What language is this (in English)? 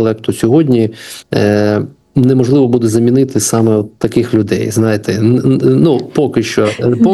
Ukrainian